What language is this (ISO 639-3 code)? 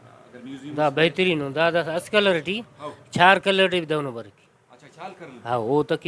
brh